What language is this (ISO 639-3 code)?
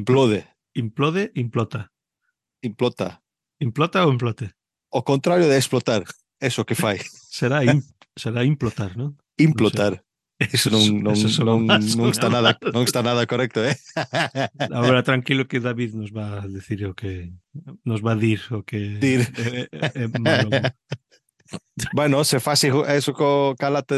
glg